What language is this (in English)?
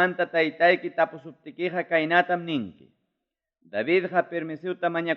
Ayacucho Quechua